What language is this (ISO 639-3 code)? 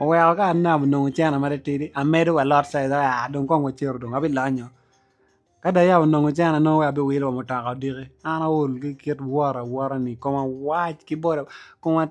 ach